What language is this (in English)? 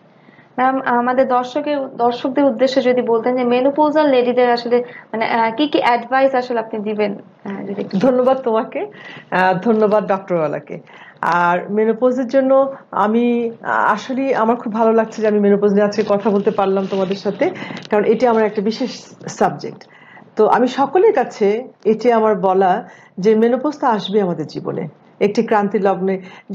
Bangla